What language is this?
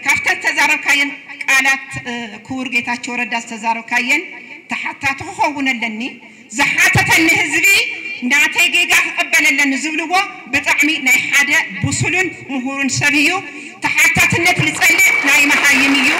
Tigrinya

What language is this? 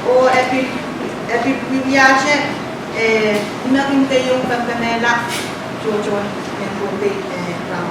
Pohnpeian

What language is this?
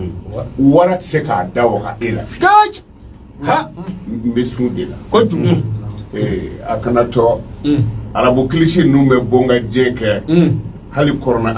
Bambara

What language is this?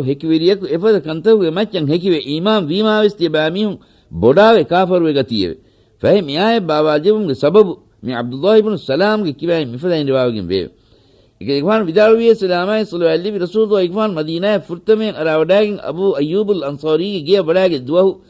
Divehi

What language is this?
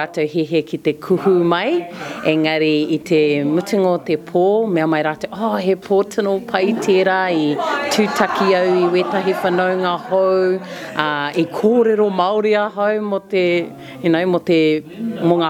Māori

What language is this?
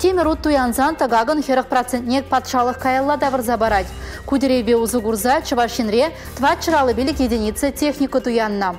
Chuvash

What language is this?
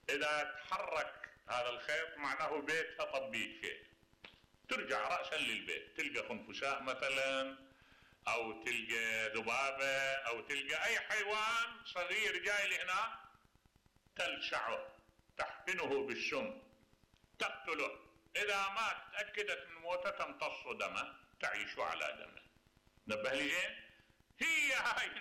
Mesopotamian Arabic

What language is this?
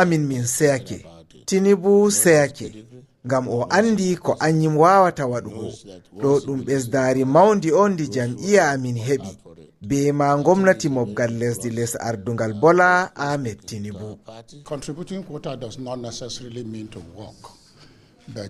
Fula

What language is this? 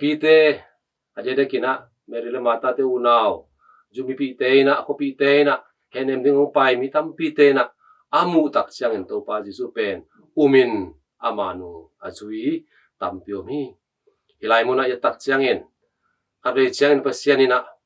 Tedim Chin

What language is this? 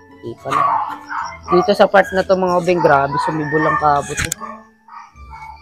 Filipino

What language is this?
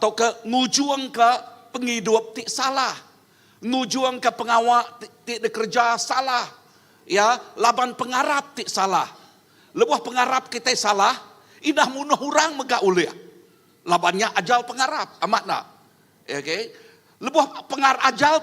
Iban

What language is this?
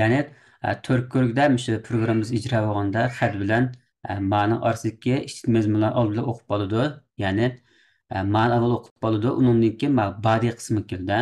Uyghur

